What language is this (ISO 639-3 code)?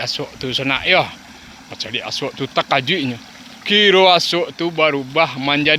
min